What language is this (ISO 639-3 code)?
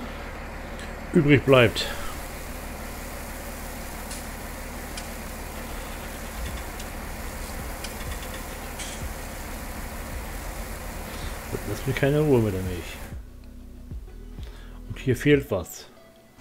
deu